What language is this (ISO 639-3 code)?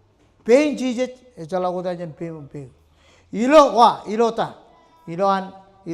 mah